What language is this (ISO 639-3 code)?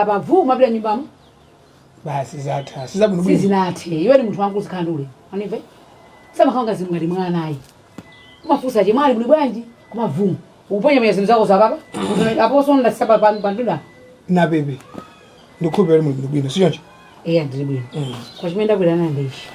nya